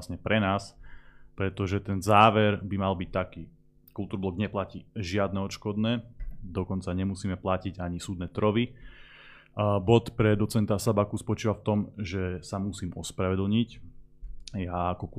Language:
Slovak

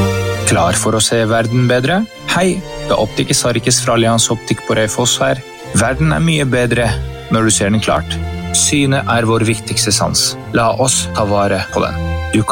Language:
Norwegian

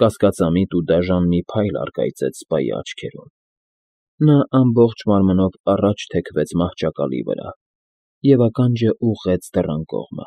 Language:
Armenian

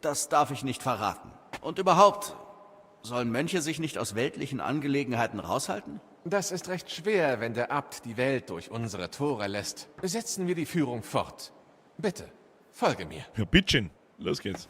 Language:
Bavarian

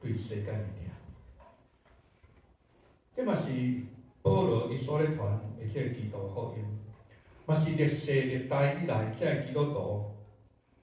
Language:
Min Nan Chinese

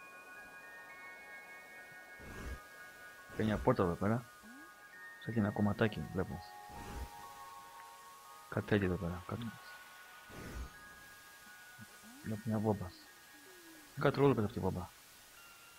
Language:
Greek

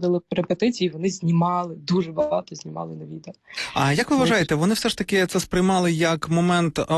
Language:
Ukrainian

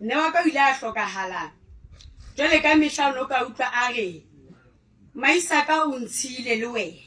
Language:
Southern Sotho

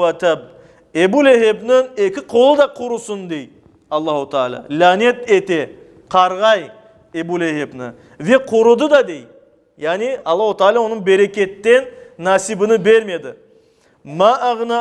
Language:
Crimean Tatar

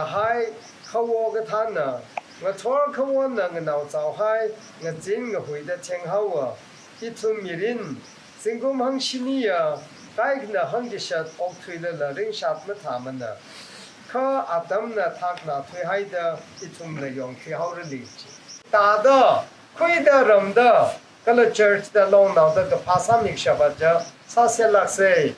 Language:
Tangkhul Naga (India)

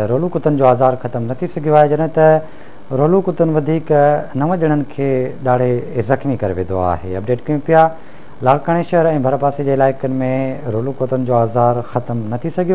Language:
Sindhi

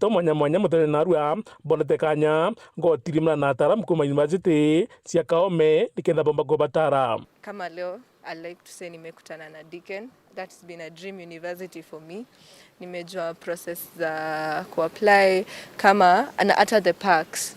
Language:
Meru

